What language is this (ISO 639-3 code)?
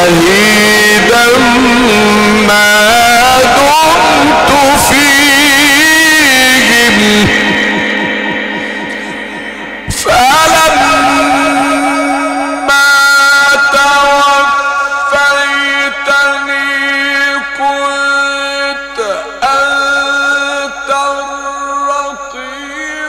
ara